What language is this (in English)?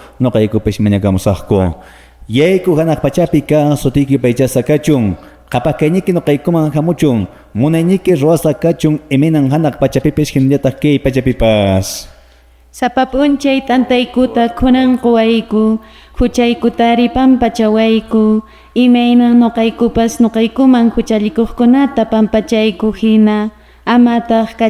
Quechua